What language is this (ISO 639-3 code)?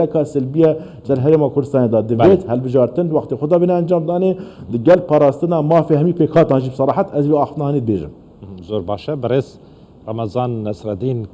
kur